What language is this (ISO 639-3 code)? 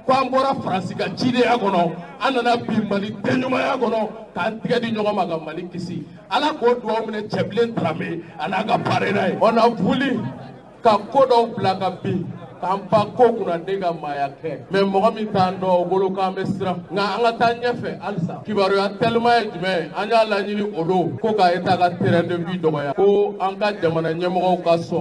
bam